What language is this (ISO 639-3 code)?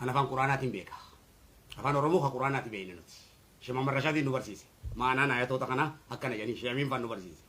orm